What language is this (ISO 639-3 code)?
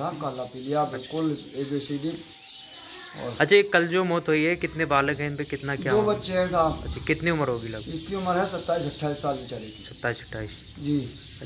hin